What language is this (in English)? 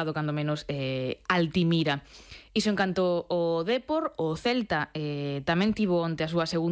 Galician